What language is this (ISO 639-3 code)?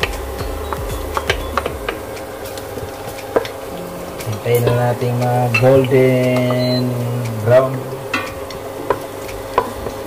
fil